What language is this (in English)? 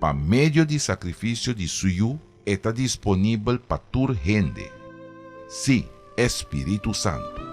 Papiamento